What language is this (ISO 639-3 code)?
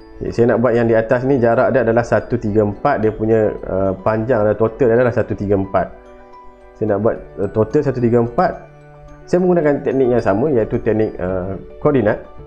msa